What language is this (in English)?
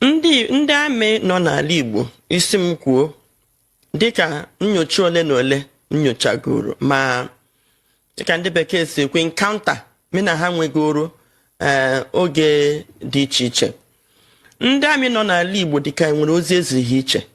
Igbo